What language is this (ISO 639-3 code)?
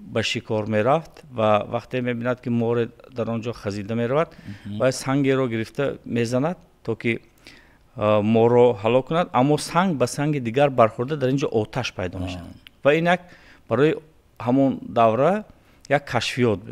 tgk